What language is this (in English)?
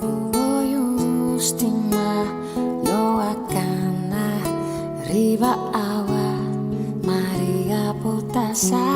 Papiamento